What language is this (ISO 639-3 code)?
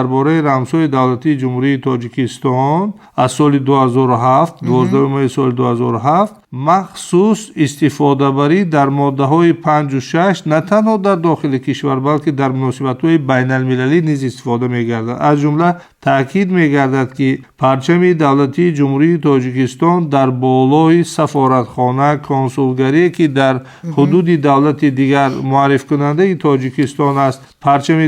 tgk